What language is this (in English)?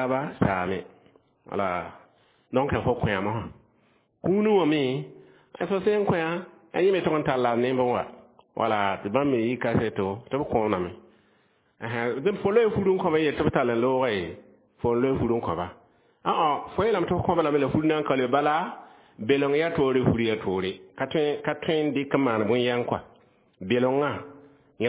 Mossi